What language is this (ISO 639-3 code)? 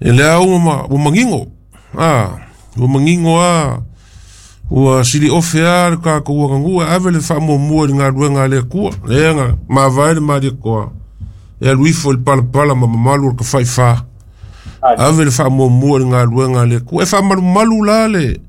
smo